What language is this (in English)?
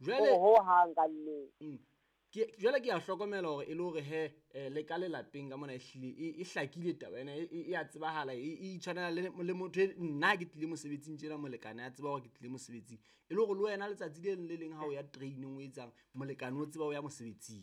Southern Sotho